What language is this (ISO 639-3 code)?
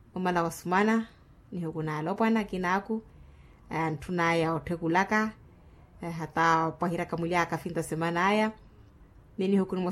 vmw